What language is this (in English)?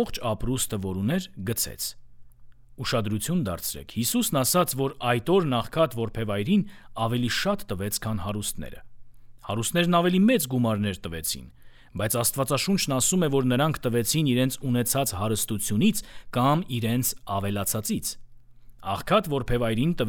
Armenian